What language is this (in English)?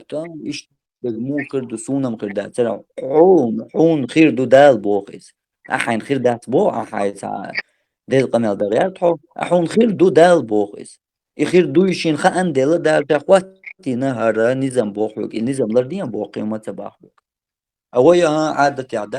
Chechen